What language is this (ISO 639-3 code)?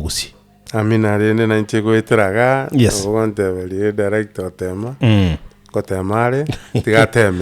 guz